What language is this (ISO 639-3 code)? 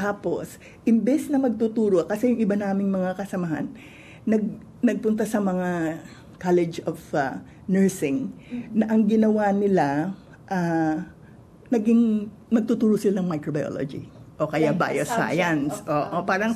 fil